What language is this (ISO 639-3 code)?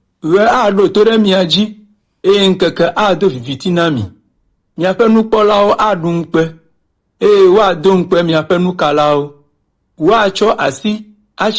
ewe